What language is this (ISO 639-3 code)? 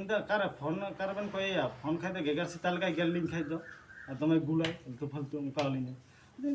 sat